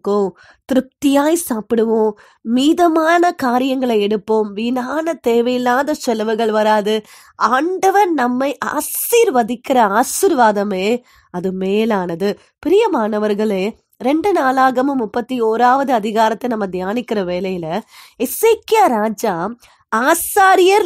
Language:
Tamil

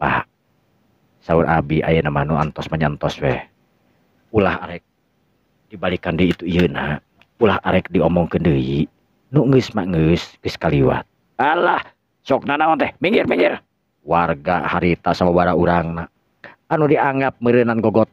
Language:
Sundanese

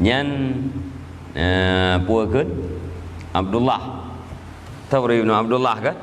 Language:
Achinese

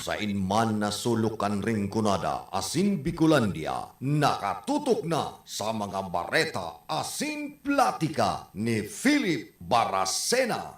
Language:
Bikol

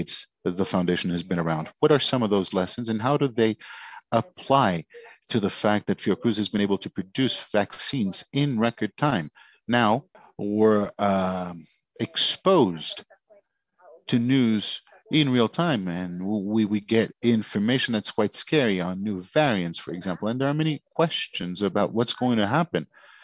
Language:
English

